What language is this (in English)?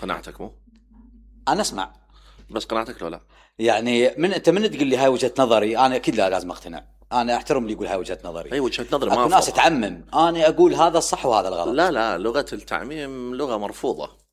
Mesopotamian Arabic